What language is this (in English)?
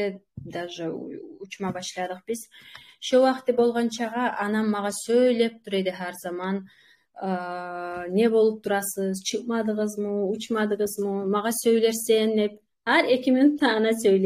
Kumyk